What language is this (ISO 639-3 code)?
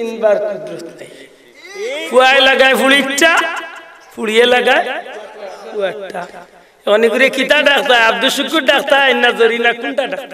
syl